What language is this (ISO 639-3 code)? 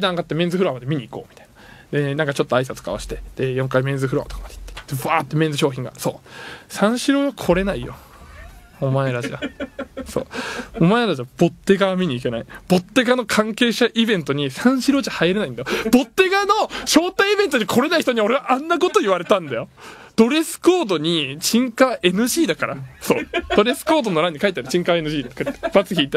jpn